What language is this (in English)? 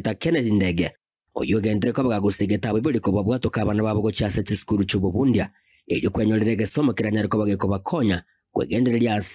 Gusii